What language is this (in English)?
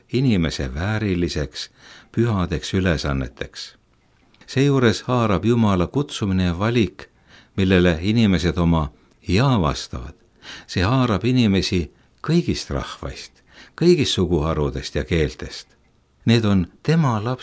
Estonian